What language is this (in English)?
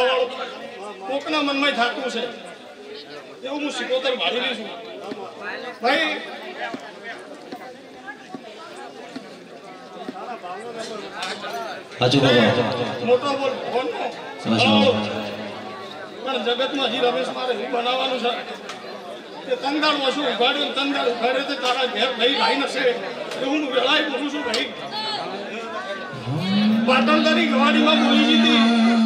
Gujarati